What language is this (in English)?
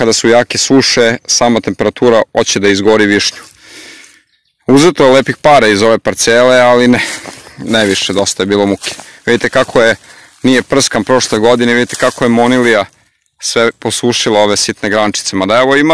Serbian